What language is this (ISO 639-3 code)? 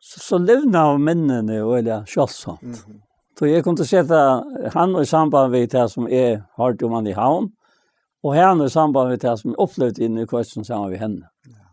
fao